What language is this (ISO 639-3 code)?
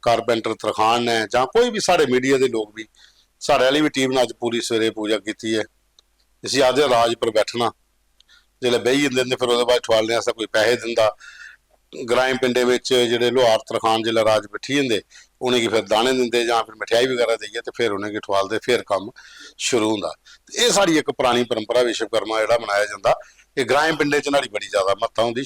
doi